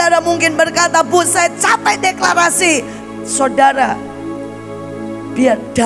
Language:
Indonesian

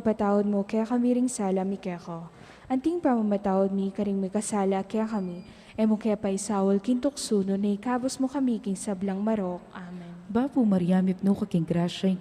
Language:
Pampanga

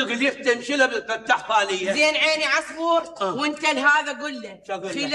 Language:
Mesopotamian Arabic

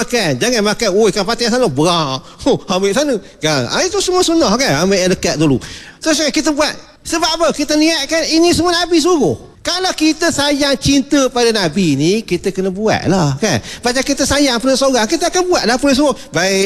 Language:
Malay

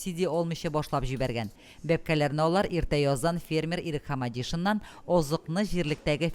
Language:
Tatar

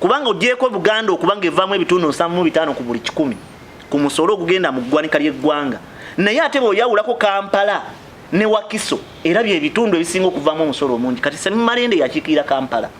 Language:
Ganda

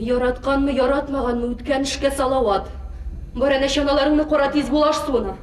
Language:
Tatar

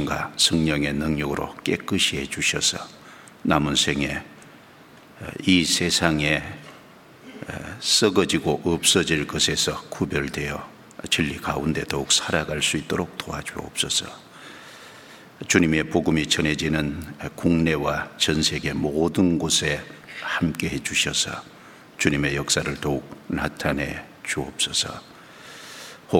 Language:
Korean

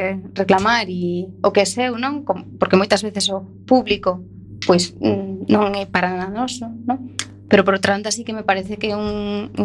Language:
Galician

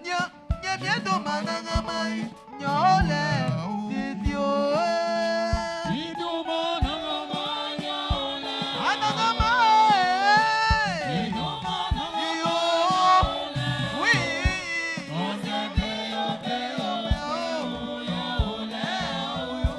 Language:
Baoulé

